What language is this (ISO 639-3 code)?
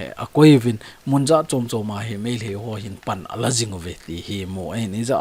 tcz